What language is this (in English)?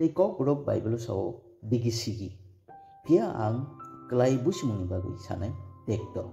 Kok Borok